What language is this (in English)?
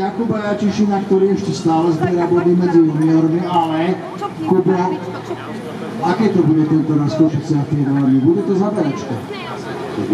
Slovak